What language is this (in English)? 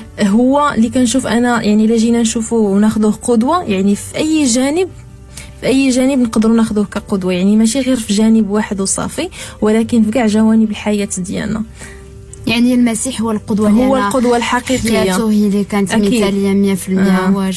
Moroccan Arabic